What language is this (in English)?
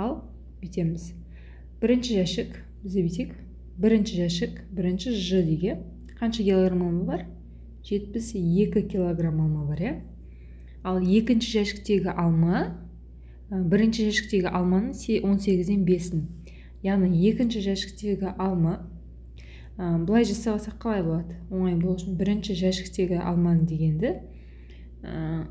Kazakh